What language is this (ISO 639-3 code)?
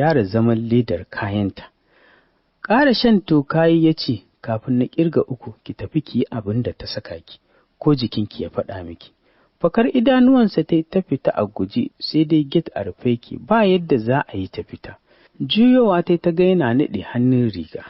hau